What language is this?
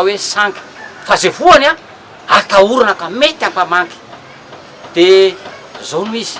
Malagasy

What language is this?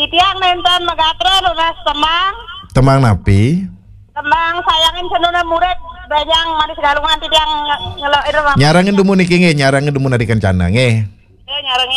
Balinese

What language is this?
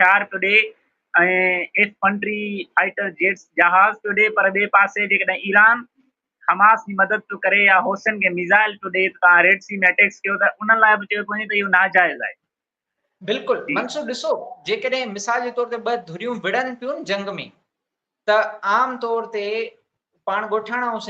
Sindhi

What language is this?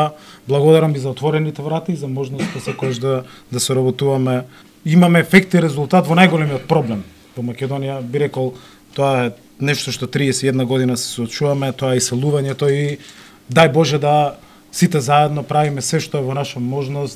Macedonian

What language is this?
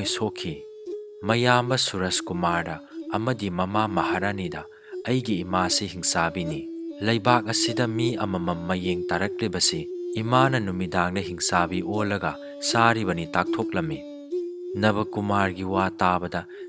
Manipuri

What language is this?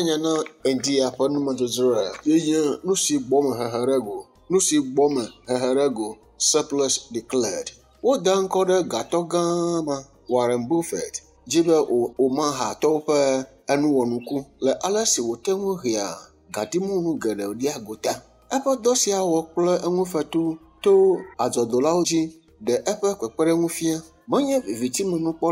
Ewe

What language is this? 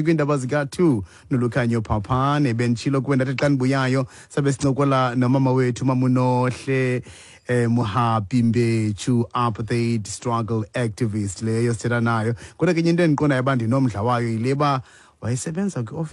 Xhosa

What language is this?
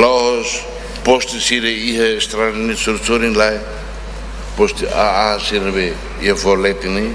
Tetum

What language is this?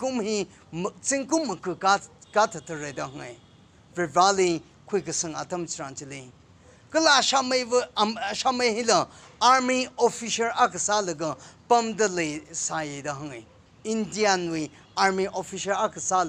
Tangkhul Naga (India)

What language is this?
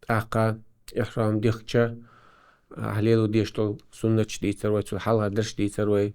Chechen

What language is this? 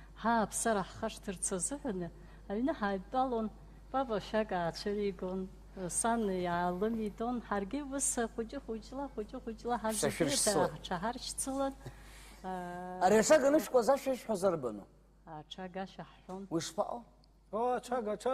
Abkhazian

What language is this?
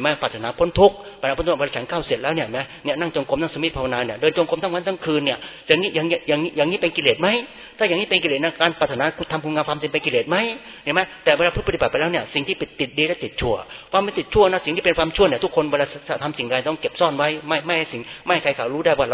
Thai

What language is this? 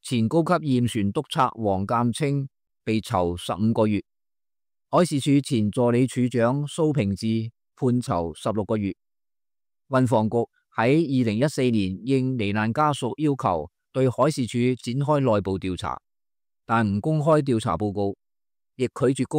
Cantonese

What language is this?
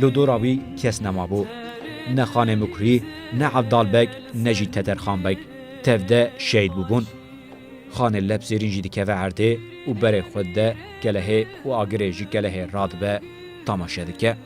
Kurdish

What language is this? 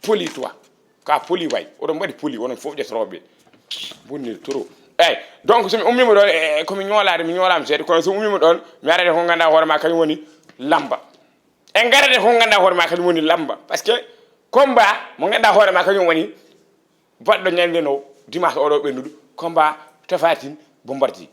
Fula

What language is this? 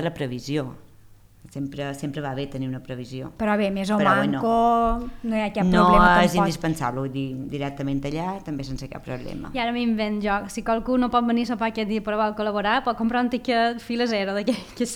Catalan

